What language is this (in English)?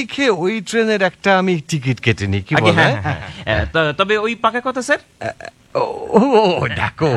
Bangla